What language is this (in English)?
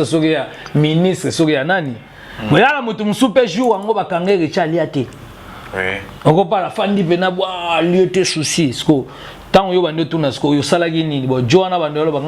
Lingala